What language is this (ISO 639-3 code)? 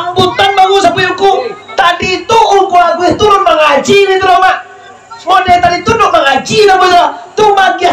min